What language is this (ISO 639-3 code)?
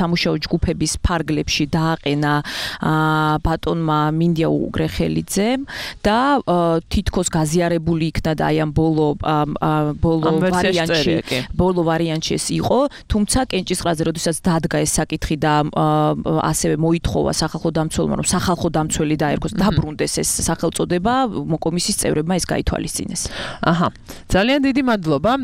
kat